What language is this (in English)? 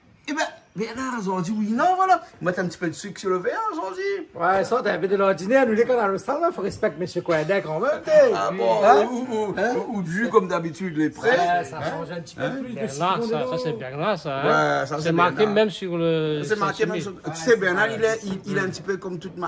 Réunion Creole French